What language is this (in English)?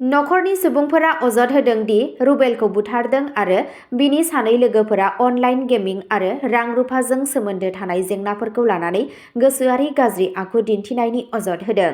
Bodo